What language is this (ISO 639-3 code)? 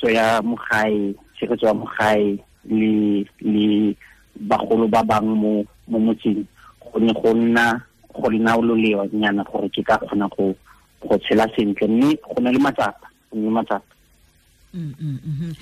tsn